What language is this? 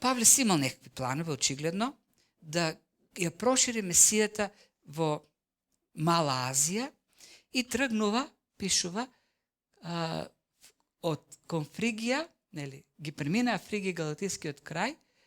Macedonian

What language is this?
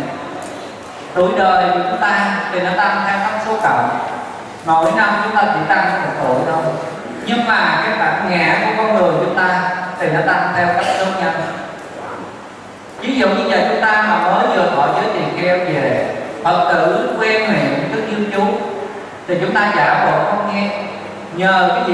Vietnamese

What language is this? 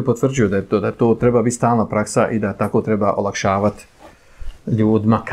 Bosnian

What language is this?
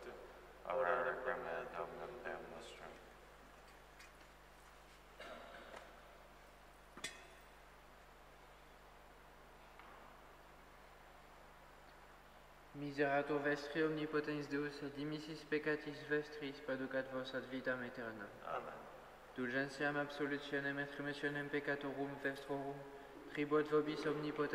Latin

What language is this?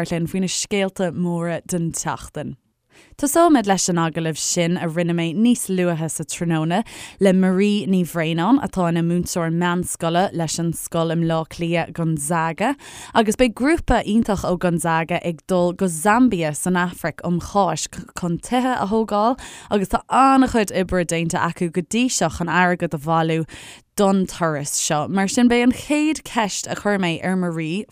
Irish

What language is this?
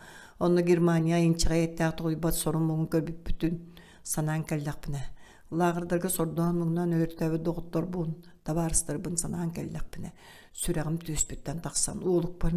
Yakut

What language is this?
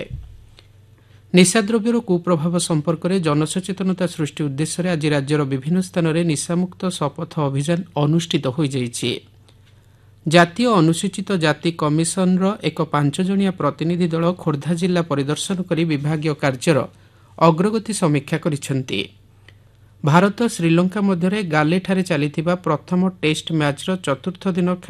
Odia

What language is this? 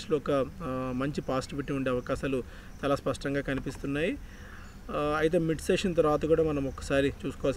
Telugu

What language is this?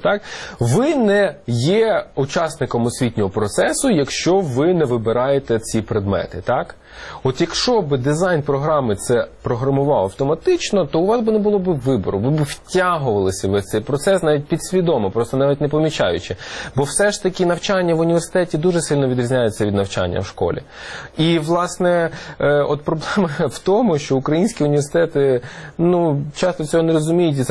Ukrainian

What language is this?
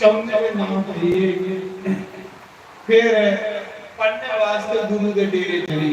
Dogri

